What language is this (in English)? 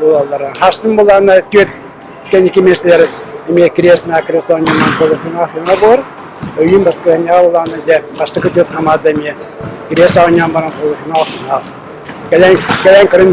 Yakut